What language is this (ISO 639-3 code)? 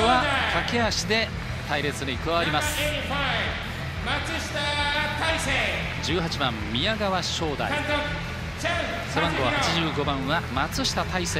jpn